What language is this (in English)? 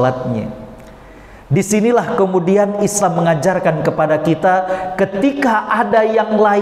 Indonesian